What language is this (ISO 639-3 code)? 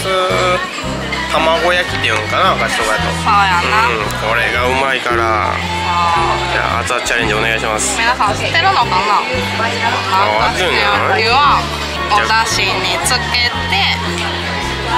jpn